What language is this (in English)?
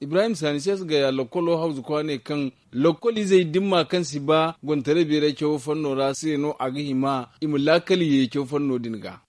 Zarma